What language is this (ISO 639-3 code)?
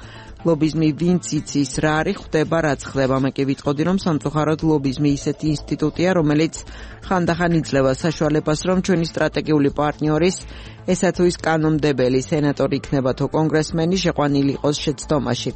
kat